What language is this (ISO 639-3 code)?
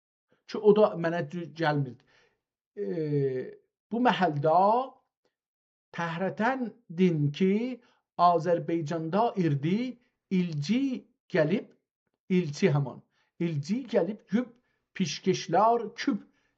azb